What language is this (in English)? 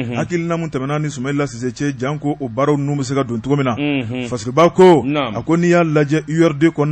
Bambara